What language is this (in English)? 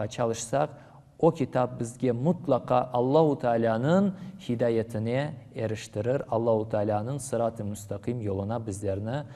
Crimean Tatar